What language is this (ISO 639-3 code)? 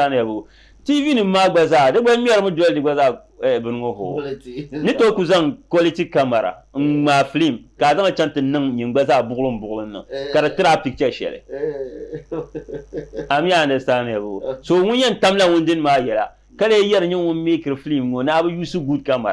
dag